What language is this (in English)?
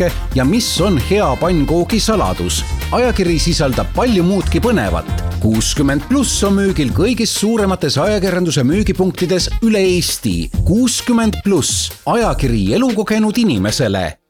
Estonian